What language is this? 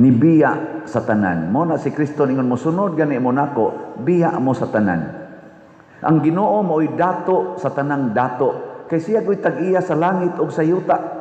Cebuano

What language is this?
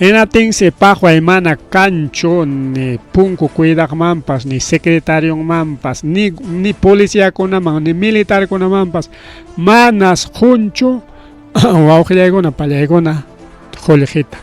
Ayacucho Quechua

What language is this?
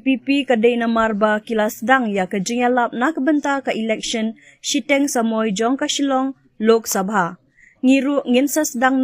Khasi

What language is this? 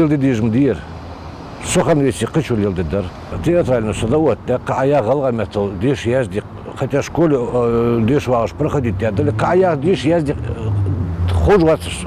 Ingush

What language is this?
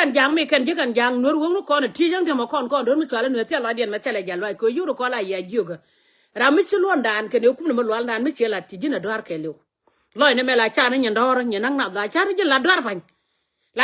Nuer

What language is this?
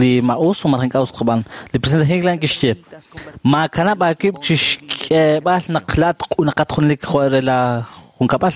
Kekchí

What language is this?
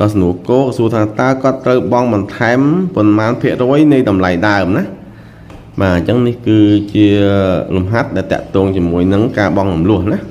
Khmer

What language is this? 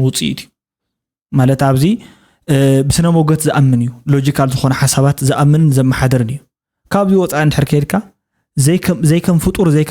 Tigrinya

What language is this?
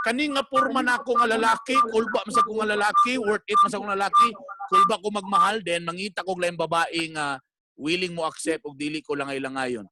Cebuano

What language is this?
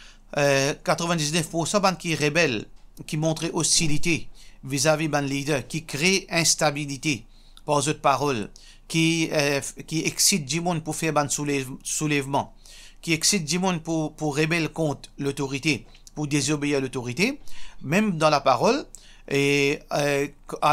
Morisyen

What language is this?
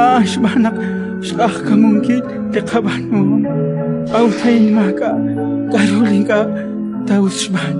Kekchí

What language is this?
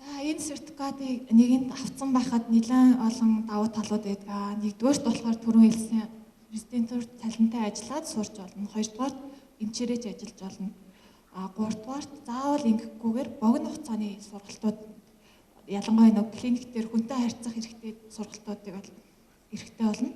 Mongolian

